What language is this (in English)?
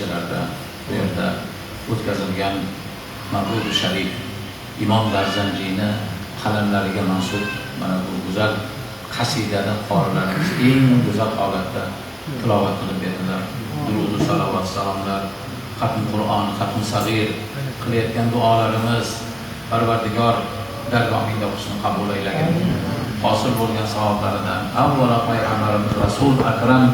Uzbek